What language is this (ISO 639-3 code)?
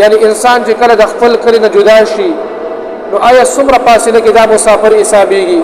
pus